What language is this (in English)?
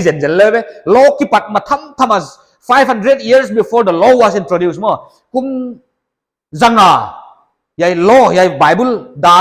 Paite Chin